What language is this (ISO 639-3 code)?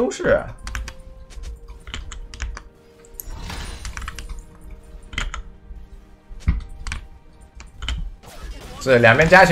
zho